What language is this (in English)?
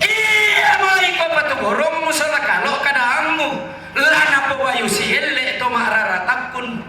Toraja-Sa'dan